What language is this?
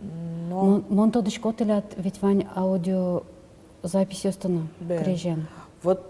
Udmurt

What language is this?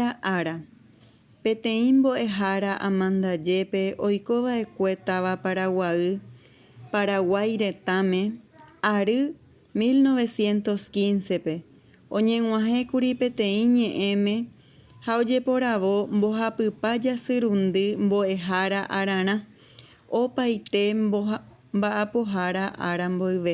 Guarani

